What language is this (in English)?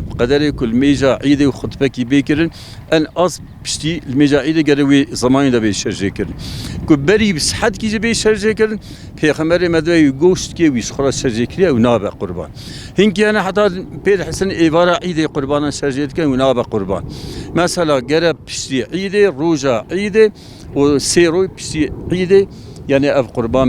Kurdish